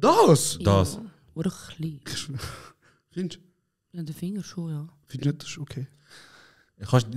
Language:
Swiss German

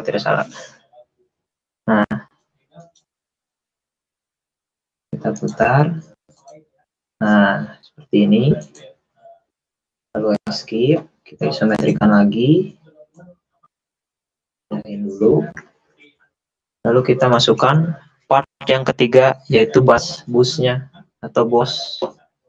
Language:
Indonesian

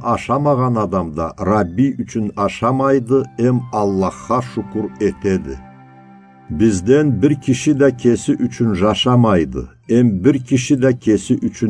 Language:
Karachay-Balkar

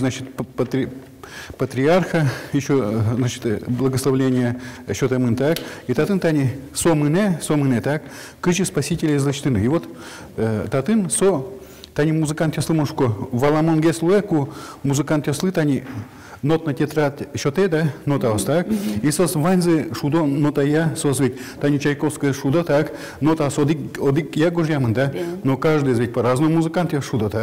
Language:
Udmurt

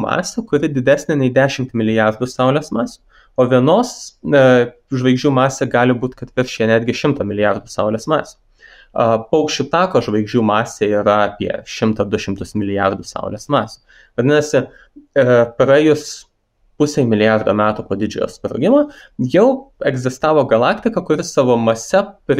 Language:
Lithuanian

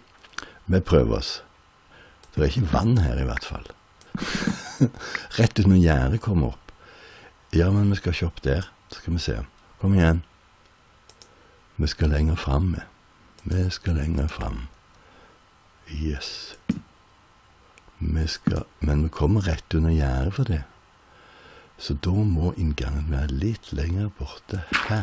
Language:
Norwegian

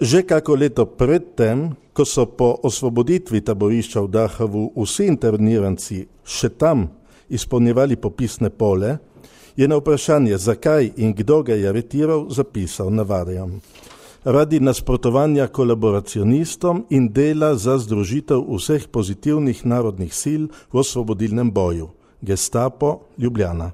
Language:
Slovenian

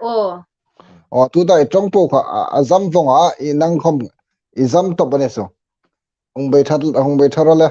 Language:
Hmar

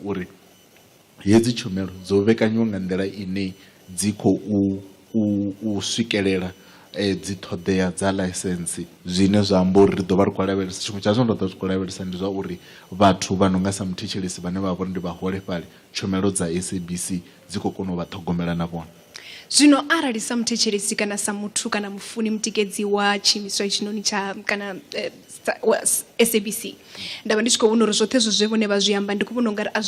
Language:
Venda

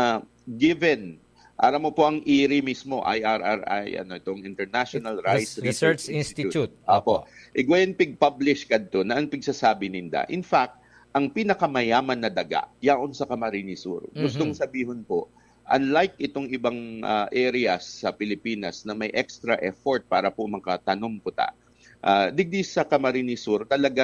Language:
Bikol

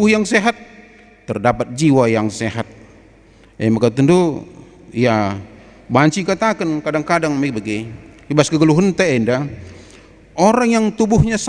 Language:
Batak Karo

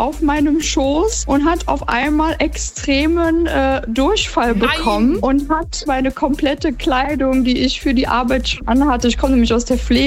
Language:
German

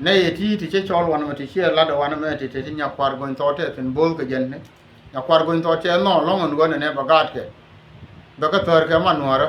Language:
Nuer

